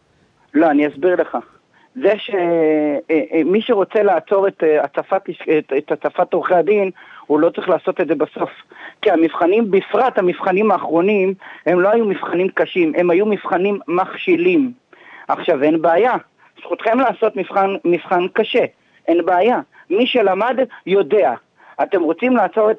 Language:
Hebrew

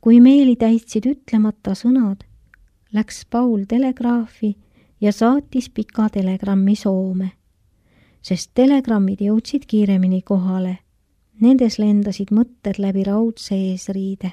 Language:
Estonian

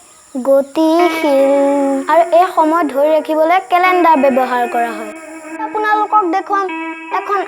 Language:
Assamese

